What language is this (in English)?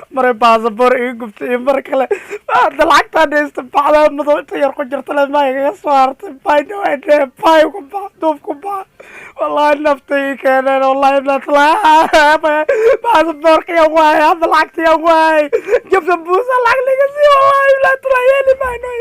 Somali